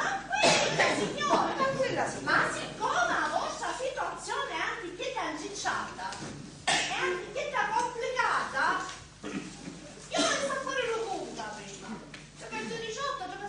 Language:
Sicilian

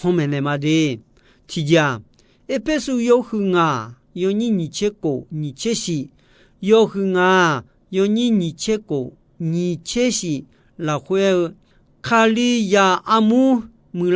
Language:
Akha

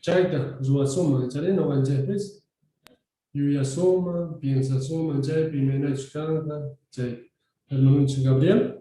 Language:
South Bolivian Quechua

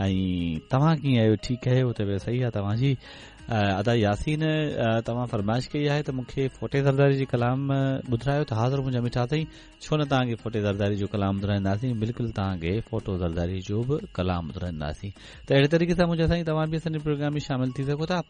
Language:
Sindhi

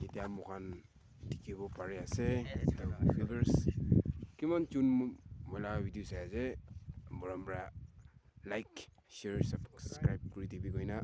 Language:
Naga Pidgin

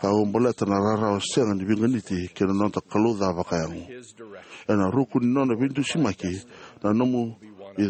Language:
Fijian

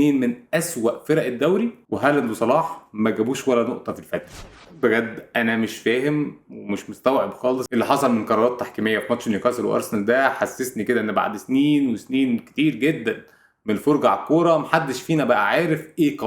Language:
Egyptian Arabic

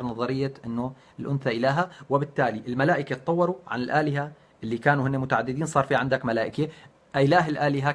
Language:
North Levantine Arabic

